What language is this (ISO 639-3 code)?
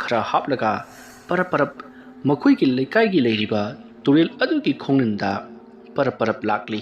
mni